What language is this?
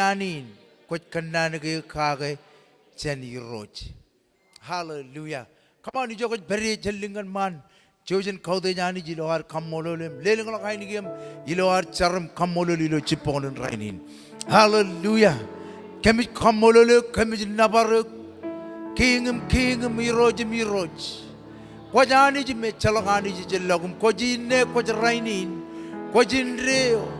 Marshallese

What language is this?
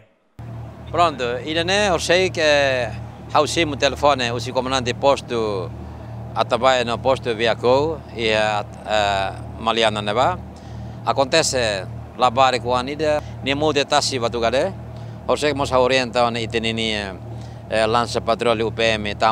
Tetum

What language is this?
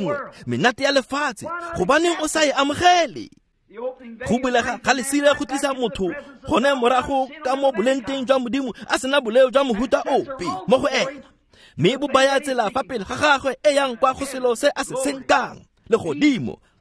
Tswana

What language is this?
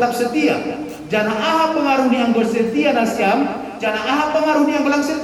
Batak Simalungun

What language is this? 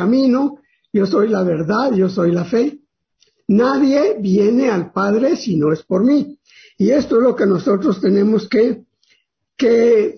Spanish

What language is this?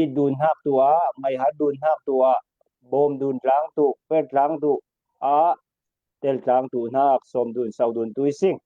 Falam Chin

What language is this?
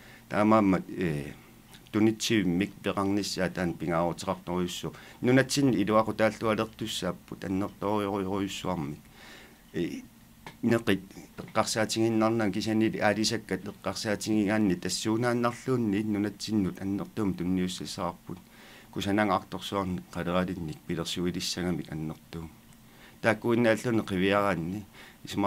Kalaallisut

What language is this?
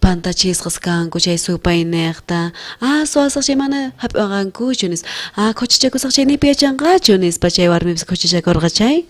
South Bolivian Quechua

